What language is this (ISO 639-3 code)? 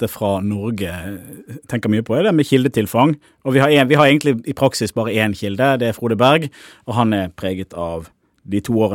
nor